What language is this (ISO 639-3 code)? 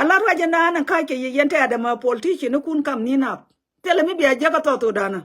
nus